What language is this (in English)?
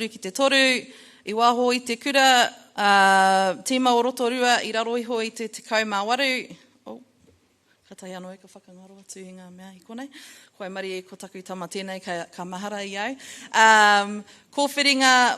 Māori